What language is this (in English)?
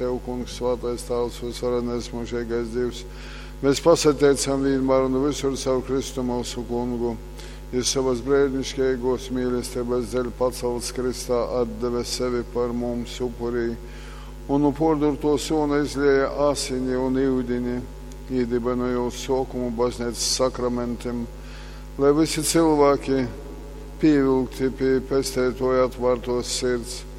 Latgalian